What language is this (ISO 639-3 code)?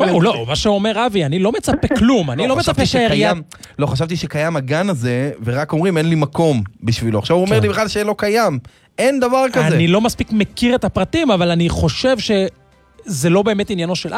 heb